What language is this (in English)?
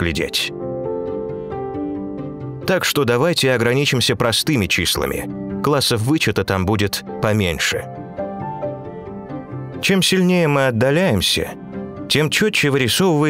Russian